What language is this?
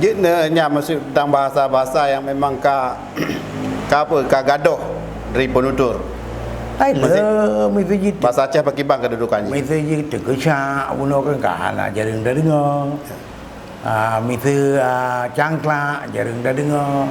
Achinese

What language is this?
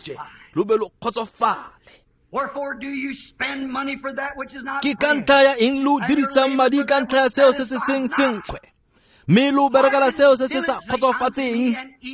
Tswana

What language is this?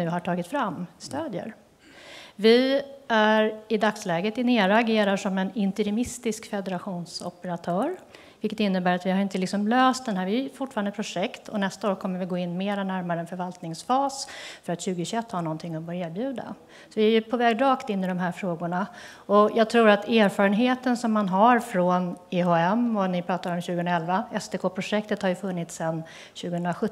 Swedish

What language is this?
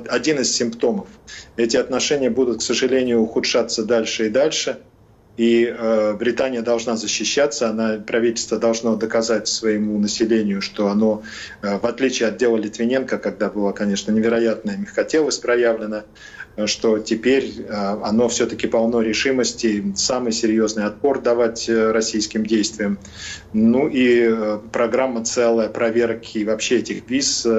Russian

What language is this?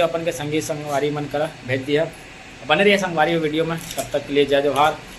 Chhattisgarhi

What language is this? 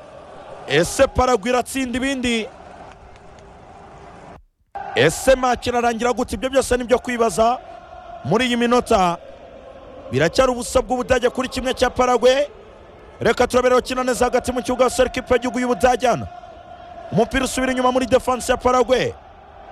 Kinyarwanda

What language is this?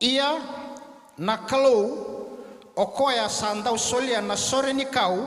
Fijian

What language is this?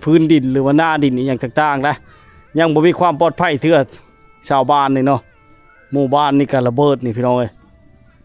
Lao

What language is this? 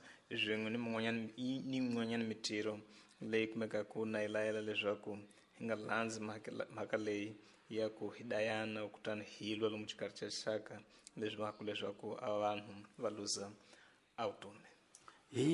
Tsonga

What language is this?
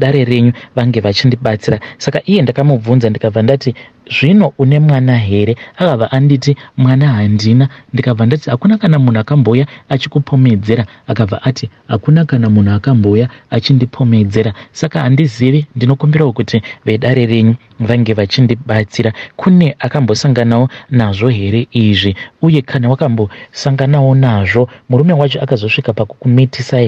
Shona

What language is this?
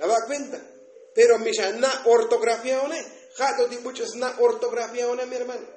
Tzotzil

